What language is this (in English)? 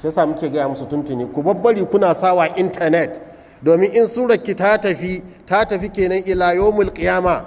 Hausa